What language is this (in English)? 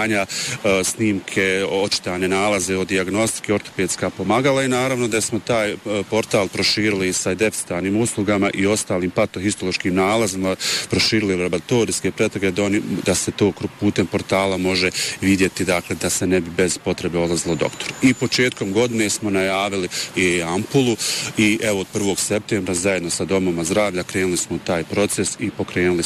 Bosnian